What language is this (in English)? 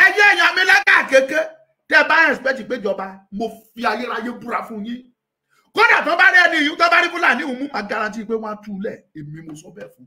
Yoruba